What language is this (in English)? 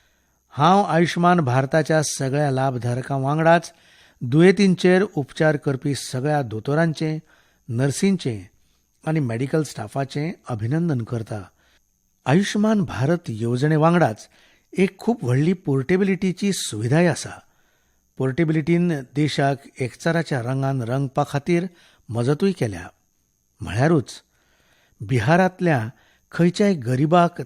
Konkani